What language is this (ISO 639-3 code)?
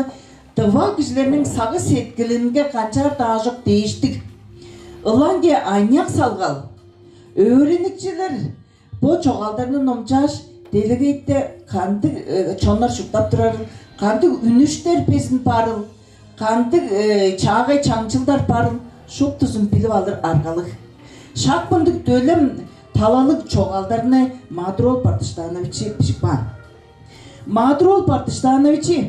tyv